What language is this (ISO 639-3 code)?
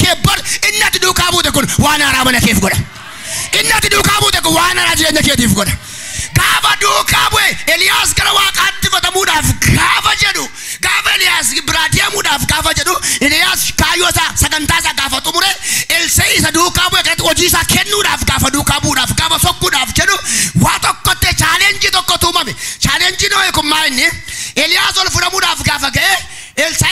orm